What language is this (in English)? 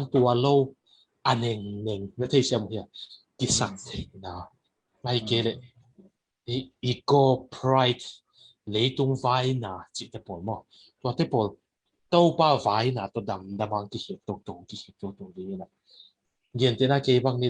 Tedim Chin